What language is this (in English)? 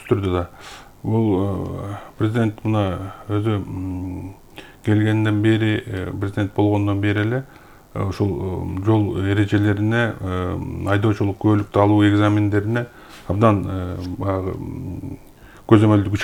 Kyrgyz